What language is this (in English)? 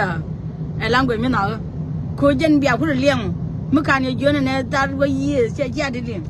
Nuer